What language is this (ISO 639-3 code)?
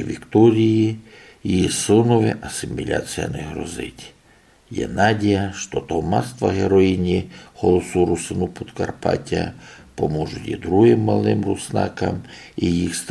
rue